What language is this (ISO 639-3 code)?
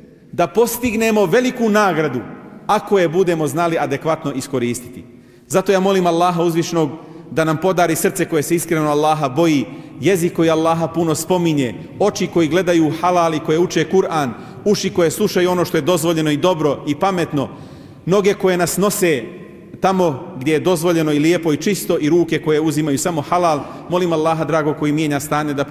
bos